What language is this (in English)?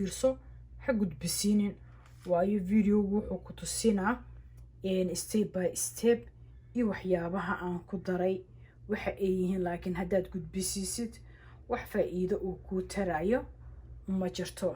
Somali